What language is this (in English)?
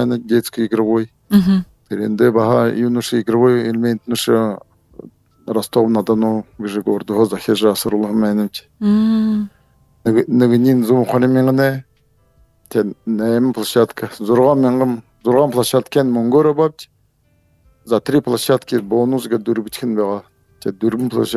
Buriat